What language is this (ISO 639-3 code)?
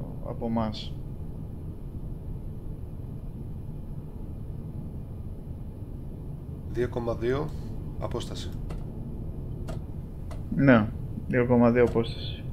ell